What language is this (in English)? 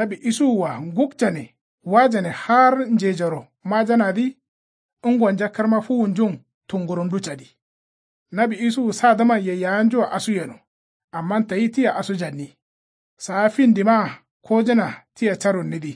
Kanuri